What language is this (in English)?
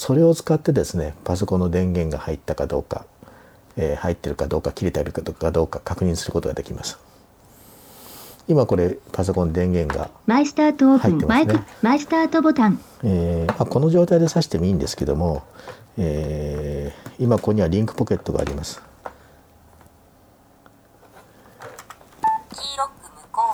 Japanese